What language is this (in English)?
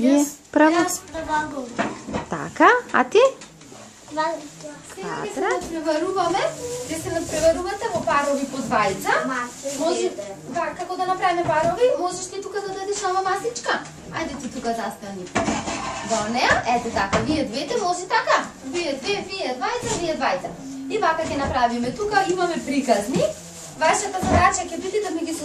Macedonian